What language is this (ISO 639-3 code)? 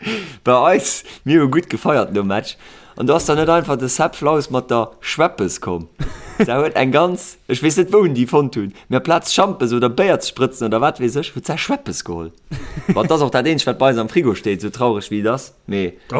ltz